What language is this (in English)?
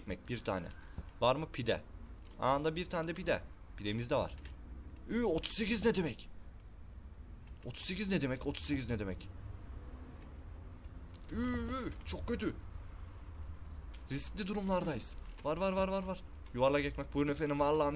Turkish